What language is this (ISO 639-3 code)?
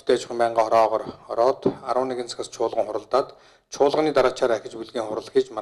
mon